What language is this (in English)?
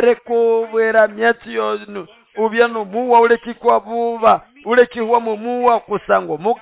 Nande